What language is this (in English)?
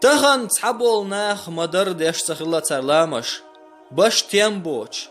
Chechen